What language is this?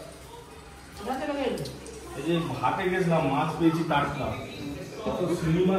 Bangla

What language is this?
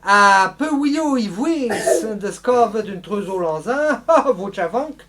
Breton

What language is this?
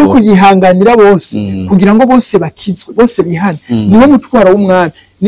Rundi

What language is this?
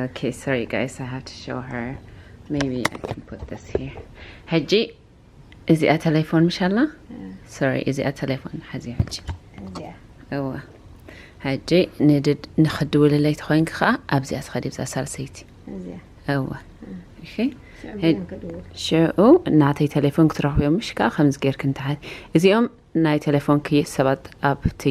Tigrinya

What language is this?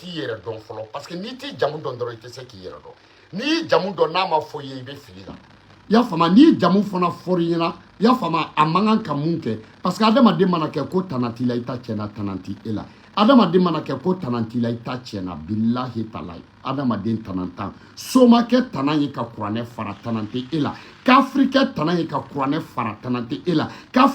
Bambara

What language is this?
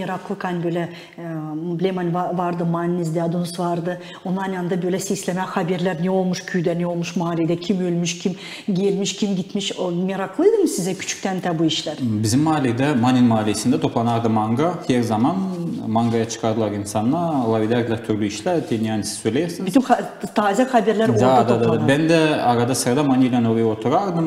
Gagauz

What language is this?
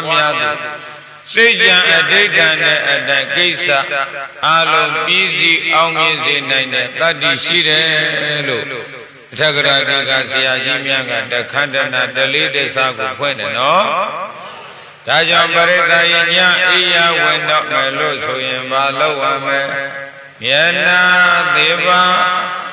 Burmese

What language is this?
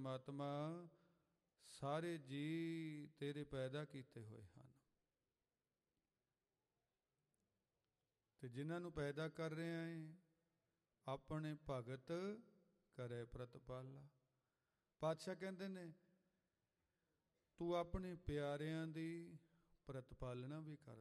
Punjabi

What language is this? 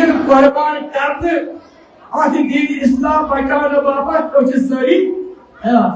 Kashmiri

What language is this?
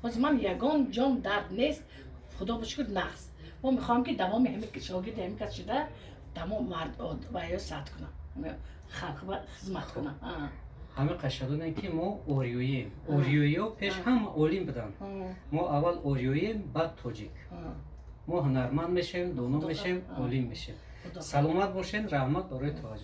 Tajik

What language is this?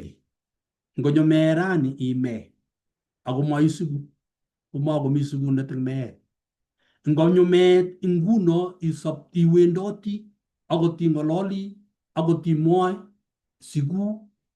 Kalenjin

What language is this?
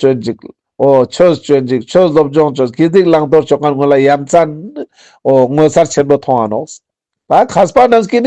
Ladakhi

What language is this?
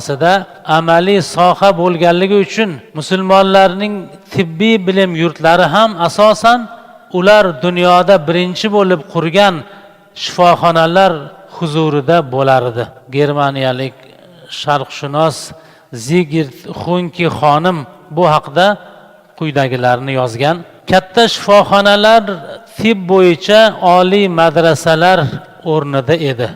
Uzbek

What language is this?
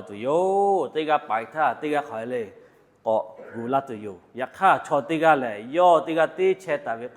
Lahu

